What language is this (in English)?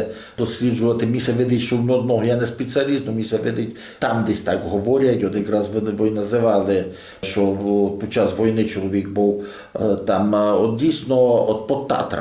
Rusyn